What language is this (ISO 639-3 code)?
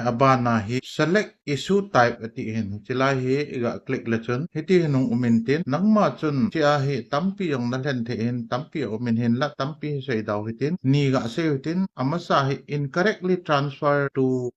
tcz